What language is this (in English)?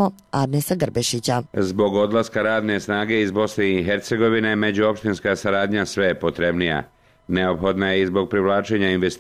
Bosnian